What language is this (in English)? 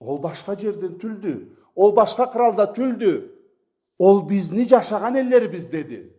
Karachay-Balkar